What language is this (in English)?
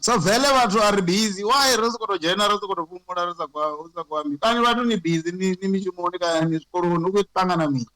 Venda